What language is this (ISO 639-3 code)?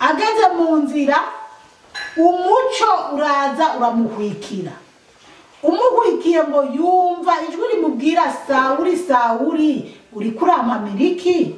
run